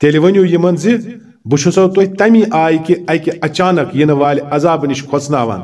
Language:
Kashmiri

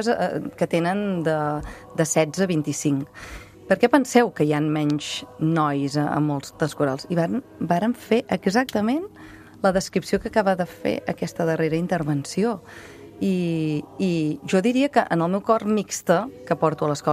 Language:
Catalan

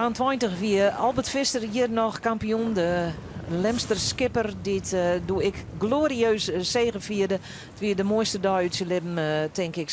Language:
Western Frisian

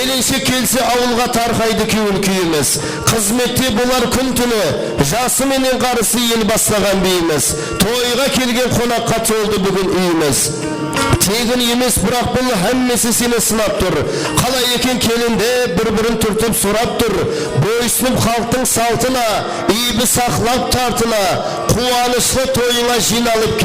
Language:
Kara-Kalpak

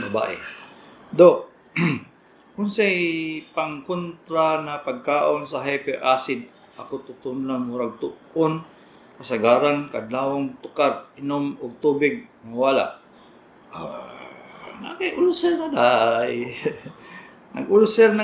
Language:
Cebuano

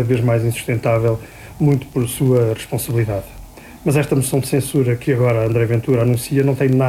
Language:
Portuguese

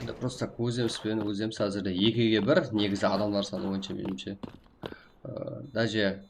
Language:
Kara-Kalpak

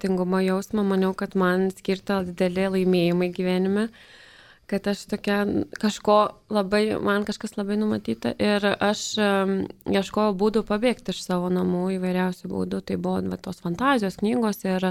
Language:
Lithuanian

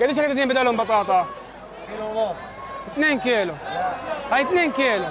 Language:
Swiss German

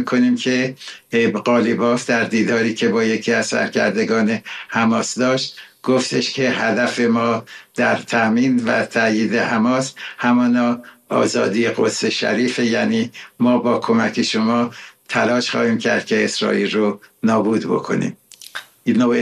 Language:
Persian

